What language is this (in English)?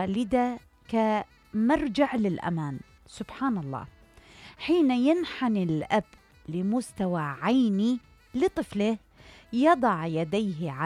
Mesopotamian Arabic